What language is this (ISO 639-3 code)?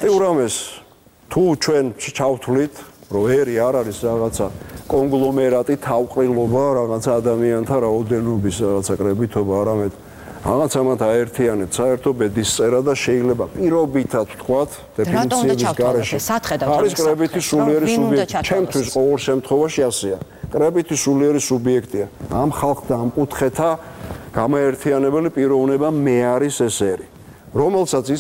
kat